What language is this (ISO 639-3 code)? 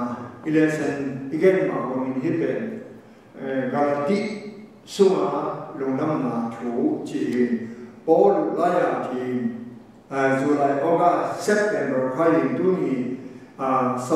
ctd